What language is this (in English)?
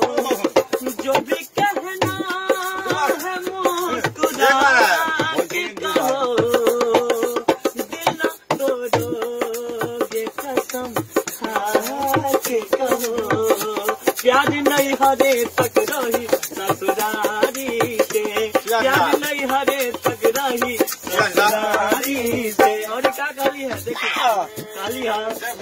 Bhojpuri